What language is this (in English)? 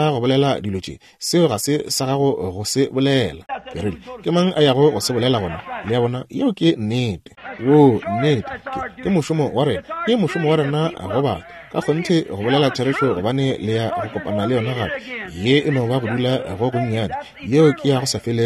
Northern Sotho